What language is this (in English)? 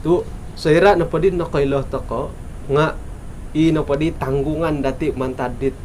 Central Dusun